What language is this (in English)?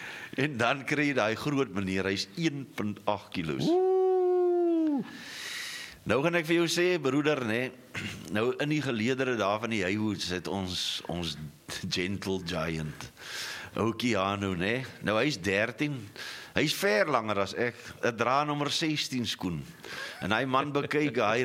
Afrikaans